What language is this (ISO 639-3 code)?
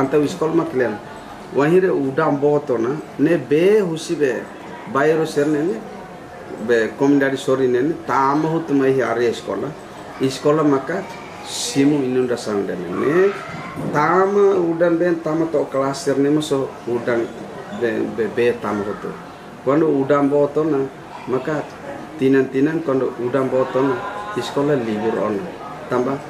tet